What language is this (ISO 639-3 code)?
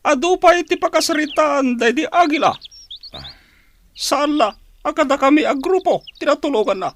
ilo